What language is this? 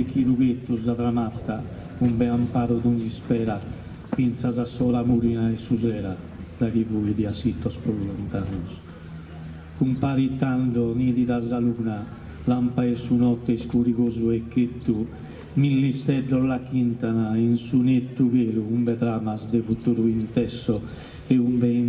Sardinian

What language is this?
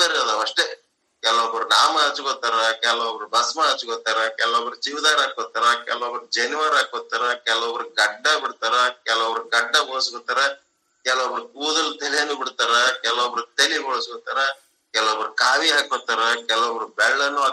Kannada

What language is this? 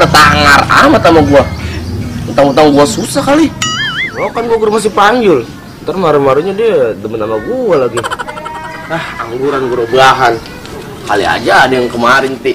Betawi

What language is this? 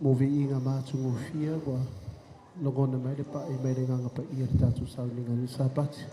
Samoan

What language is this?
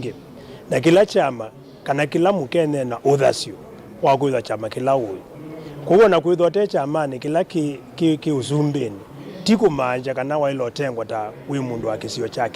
Kamba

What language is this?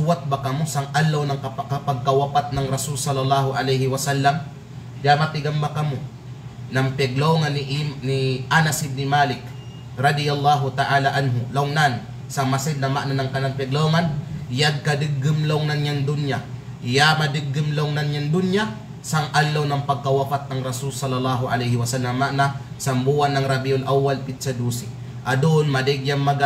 Kalagan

